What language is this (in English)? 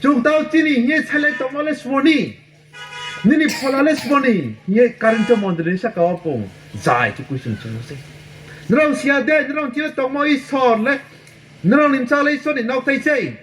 Riang (India)